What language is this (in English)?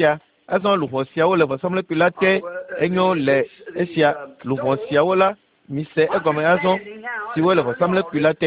Ewe